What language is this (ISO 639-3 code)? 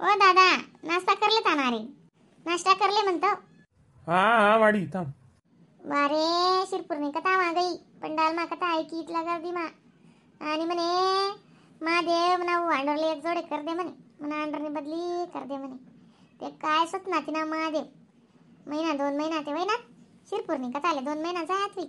khn